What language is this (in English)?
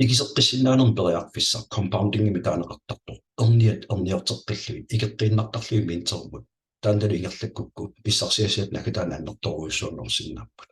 Kalaallisut